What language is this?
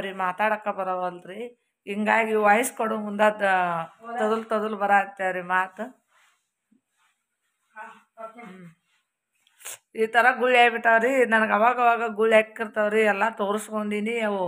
Kannada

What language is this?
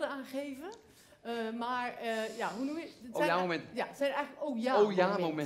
Dutch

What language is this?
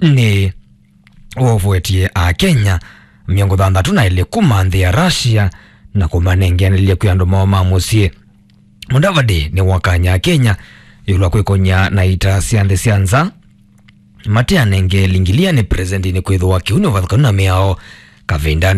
Kamba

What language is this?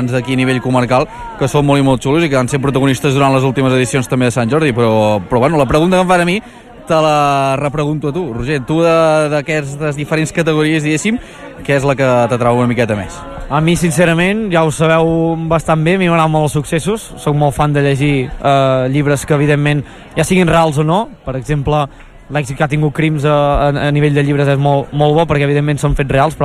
Catalan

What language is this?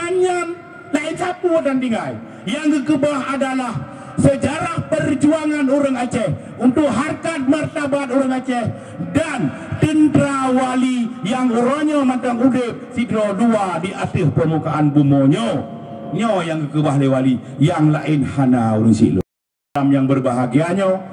Achinese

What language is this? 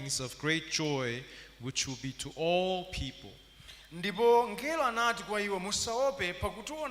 Nyanja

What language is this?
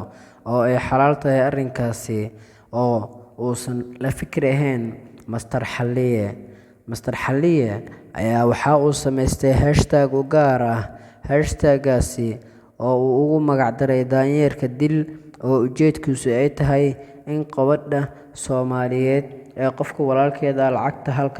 Somali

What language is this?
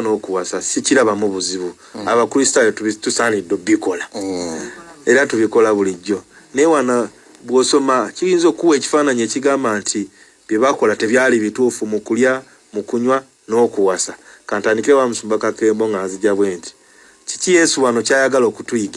Ganda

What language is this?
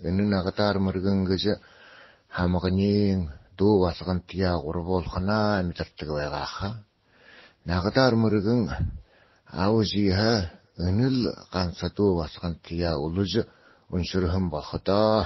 Buriat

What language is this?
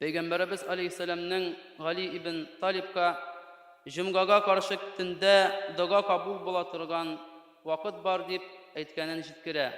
Tatar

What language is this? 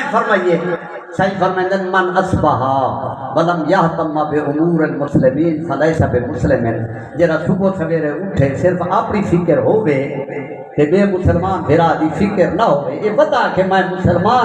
Saraiki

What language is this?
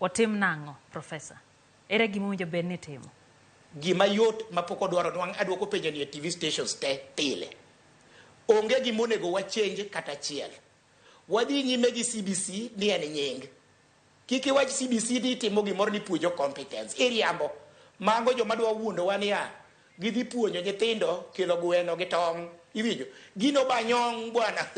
Luo (Kenya and Tanzania)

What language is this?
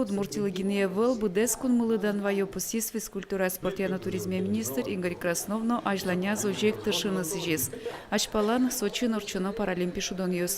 Udmurt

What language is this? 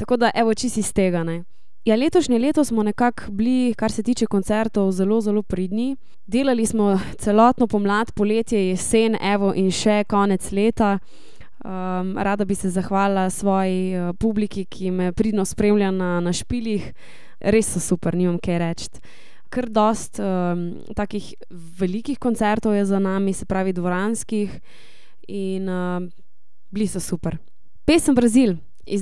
Slovenian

